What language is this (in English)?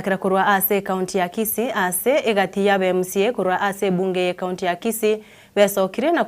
Gusii